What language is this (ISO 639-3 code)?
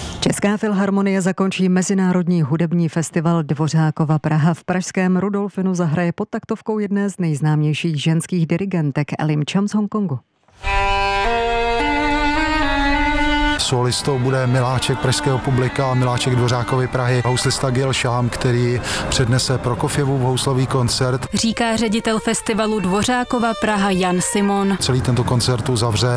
ces